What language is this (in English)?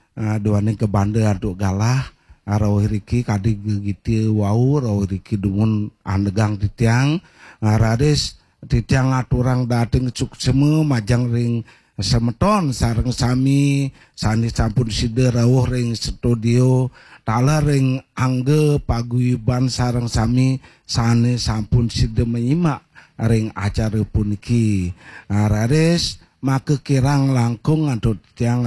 Balinese